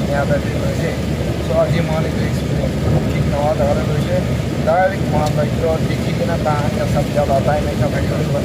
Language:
Naga Pidgin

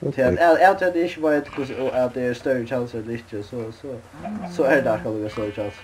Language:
Faroese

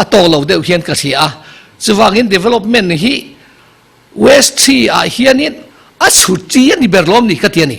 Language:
Mizo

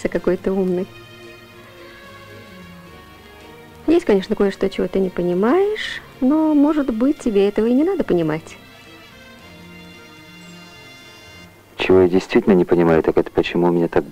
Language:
Russian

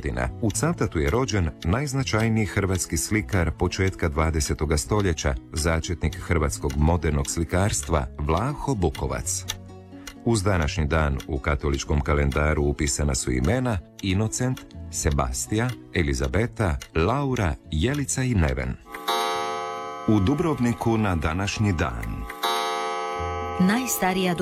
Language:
Croatian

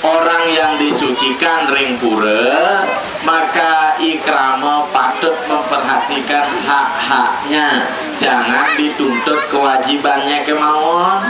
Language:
Balinese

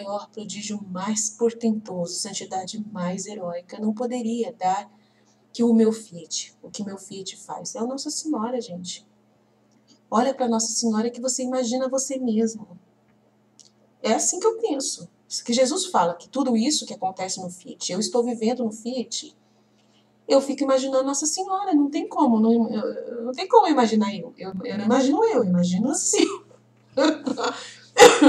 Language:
Portuguese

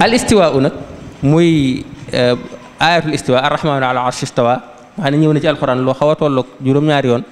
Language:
Wolof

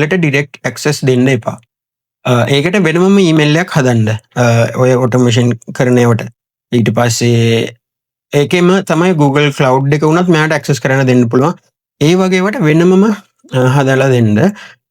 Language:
Sinhala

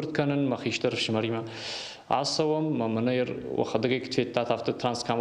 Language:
Ossetic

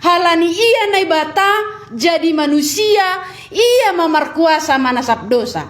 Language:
Batak Simalungun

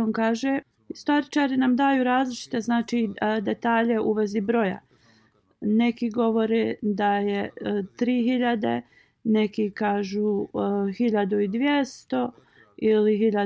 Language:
Bosnian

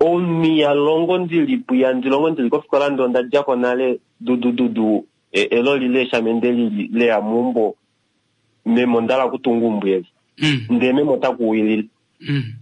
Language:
Kuanyama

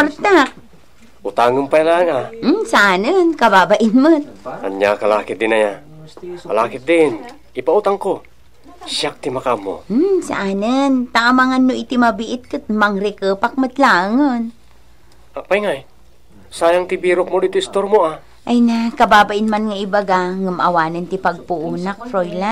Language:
Iloko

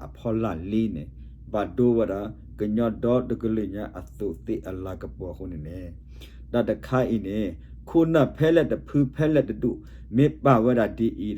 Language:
S'gaw Karen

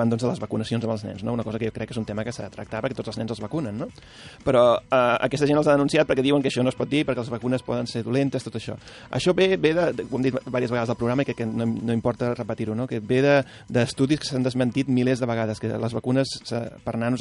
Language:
Catalan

